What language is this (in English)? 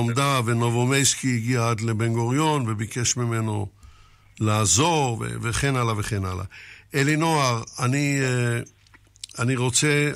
Hebrew